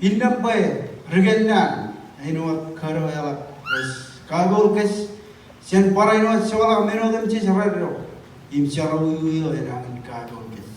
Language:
Marshallese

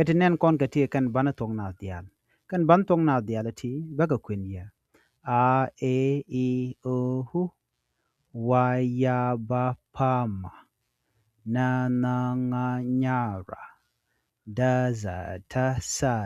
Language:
Nuer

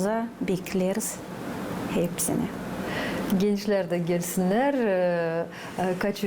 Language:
Gagauz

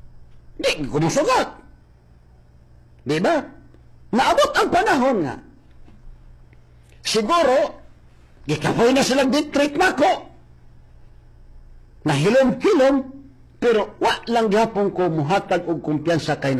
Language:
Cebuano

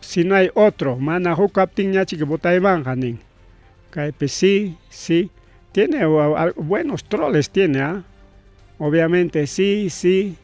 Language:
Ayacucho Quechua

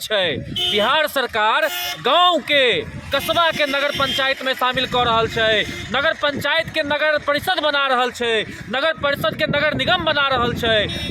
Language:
Maithili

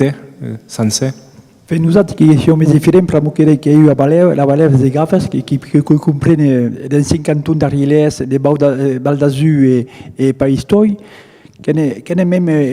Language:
Occitan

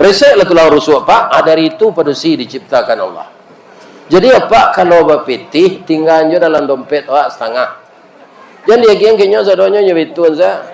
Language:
Minangkabau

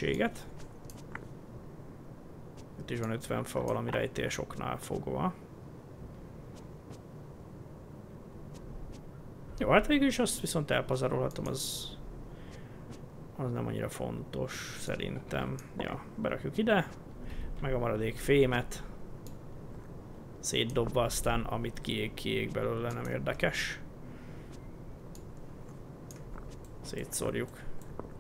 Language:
Hungarian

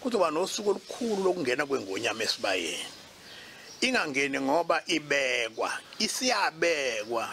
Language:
Zulu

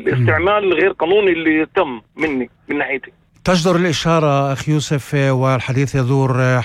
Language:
North Levantine Arabic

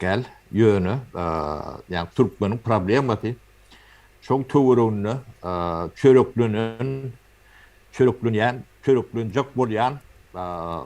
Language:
Turkmen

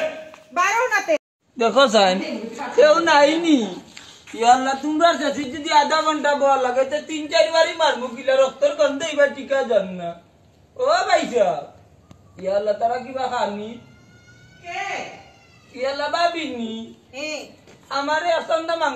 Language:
Sylheti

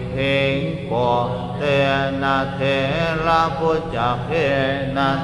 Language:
Pali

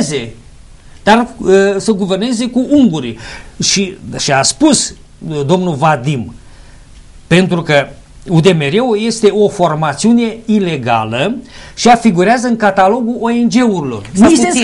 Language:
Romanian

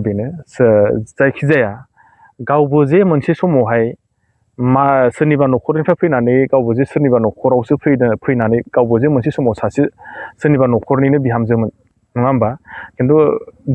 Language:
Bodo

